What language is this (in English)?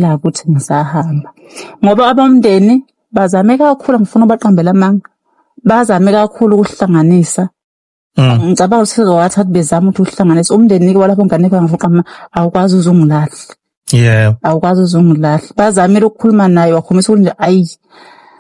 Zulu